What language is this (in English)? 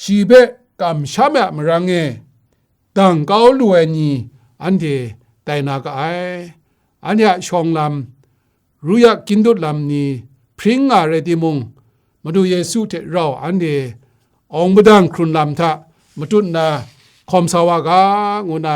Kachin